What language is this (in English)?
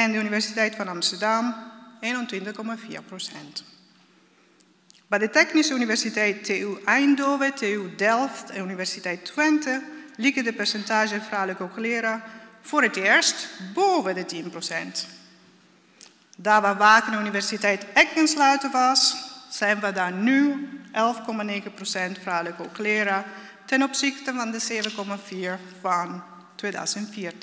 Dutch